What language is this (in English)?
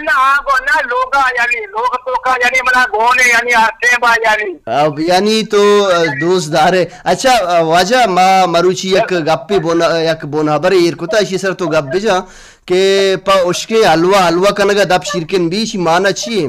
Baluchi